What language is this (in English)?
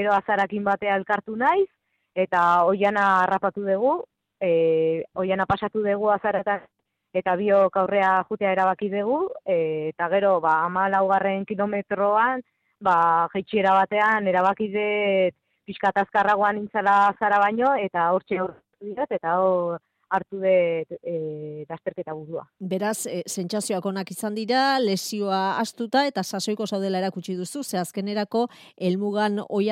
Basque